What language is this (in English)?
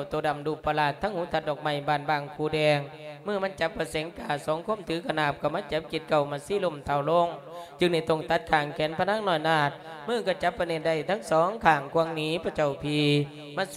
Lao